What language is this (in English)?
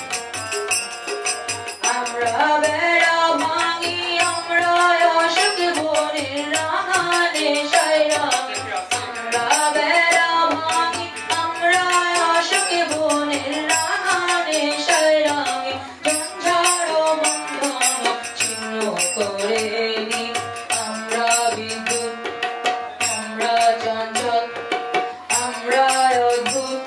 Bangla